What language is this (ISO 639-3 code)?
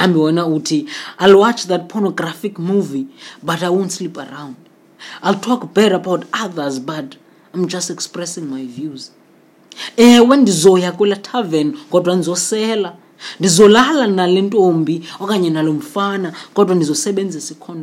xho